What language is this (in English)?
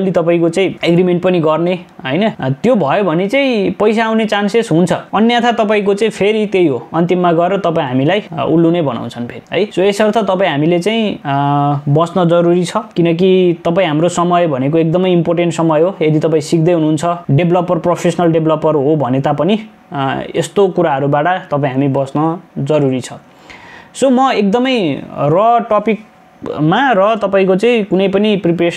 Nepali